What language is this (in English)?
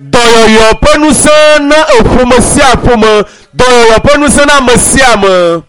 Ewe